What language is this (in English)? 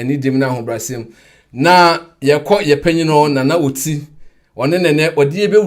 Akan